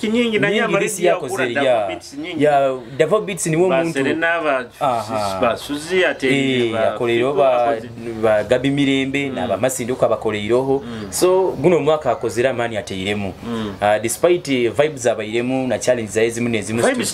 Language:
Nyoro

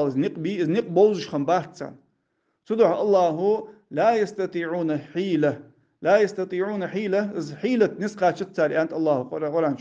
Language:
Ingush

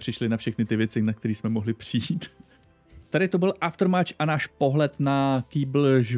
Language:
Czech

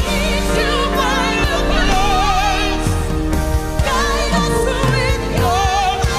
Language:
Papiamento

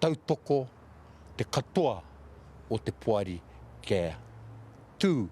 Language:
Māori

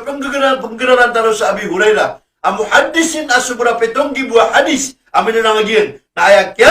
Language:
Maranao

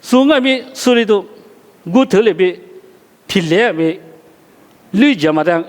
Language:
Lisu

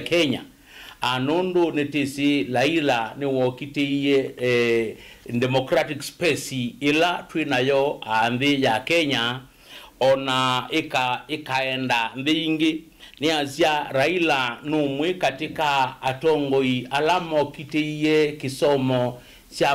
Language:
Kamba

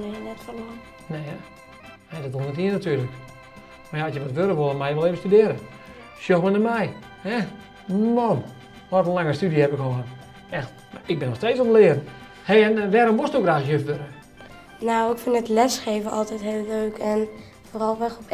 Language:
Western Frisian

